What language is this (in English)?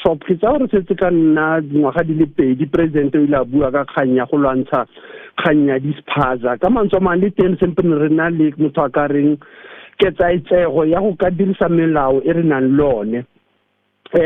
Tswana